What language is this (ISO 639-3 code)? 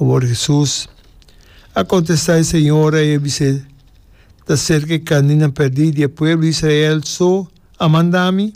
pap